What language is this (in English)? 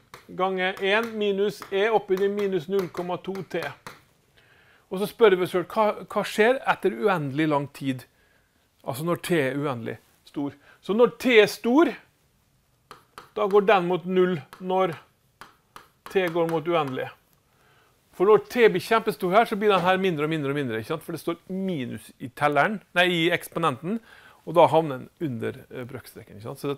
Norwegian